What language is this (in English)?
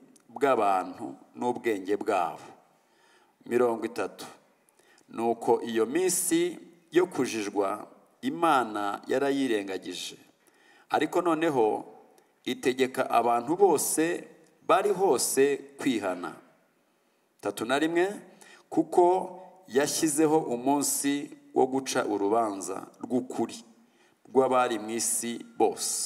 Kinyarwanda